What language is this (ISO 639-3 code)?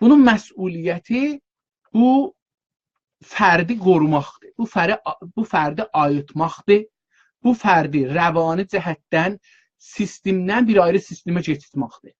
azb